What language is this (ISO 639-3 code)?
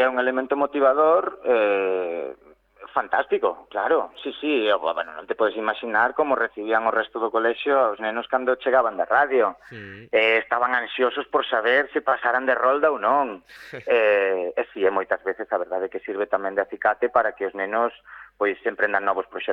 glg